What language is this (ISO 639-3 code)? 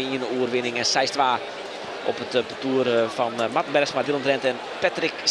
fry